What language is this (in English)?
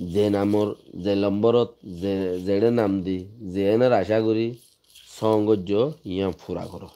Rohingya